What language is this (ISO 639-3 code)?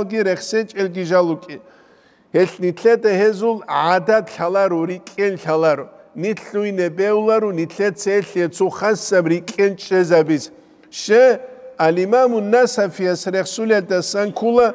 ava